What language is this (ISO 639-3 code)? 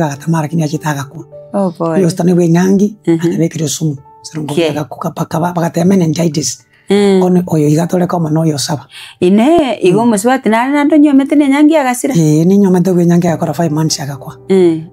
guz